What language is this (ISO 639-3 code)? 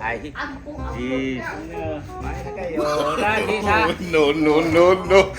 ceb